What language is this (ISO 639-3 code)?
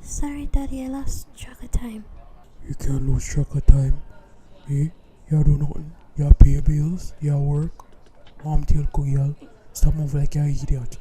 jam